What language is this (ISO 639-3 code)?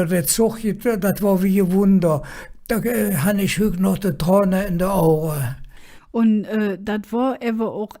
ksh